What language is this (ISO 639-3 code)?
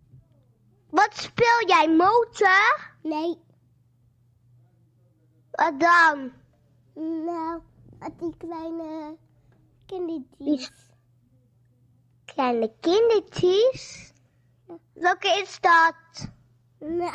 nld